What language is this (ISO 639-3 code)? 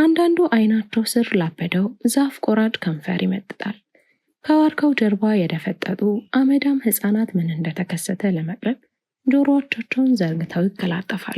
amh